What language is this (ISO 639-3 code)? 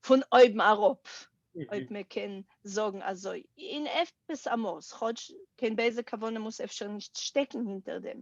yid